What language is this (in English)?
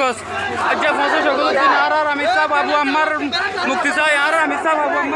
Rohingya